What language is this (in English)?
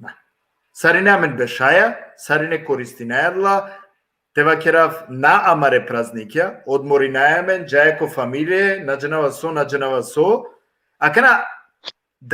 Balkan Romani